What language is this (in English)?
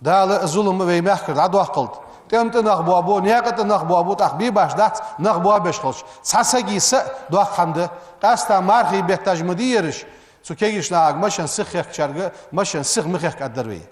Ingush